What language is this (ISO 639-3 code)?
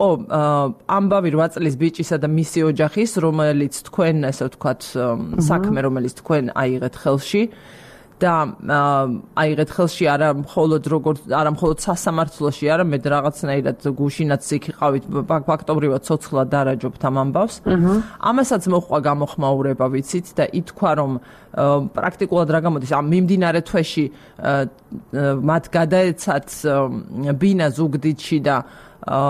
kat